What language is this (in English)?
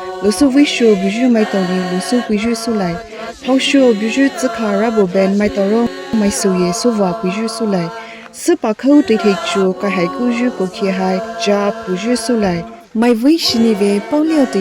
Poumei Naga